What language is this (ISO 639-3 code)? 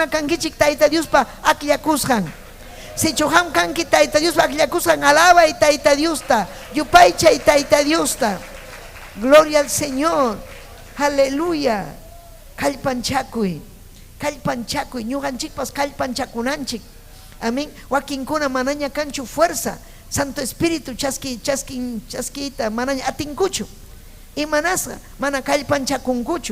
quy